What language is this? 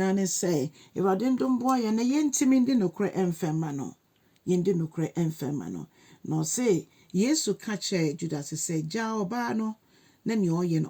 Akan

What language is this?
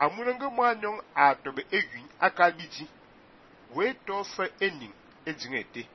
Fang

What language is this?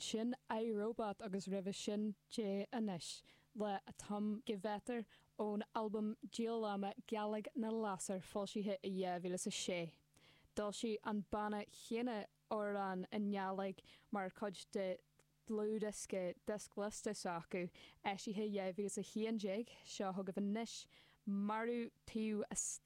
Irish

